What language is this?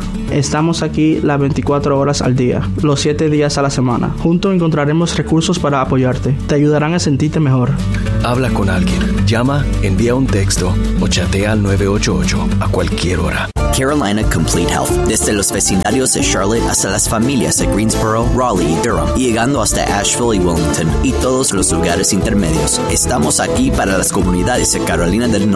Spanish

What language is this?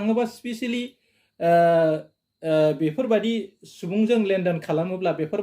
Bodo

